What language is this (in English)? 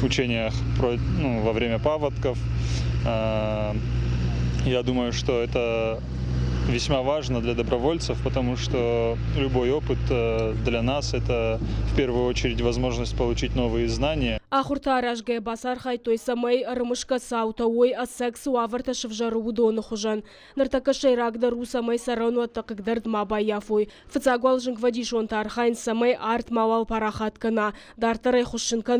Ossetic